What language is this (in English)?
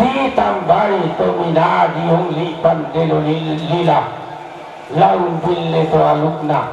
Toraja-Sa'dan